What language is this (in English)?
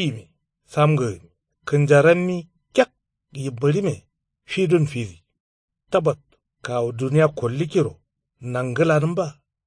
Kanuri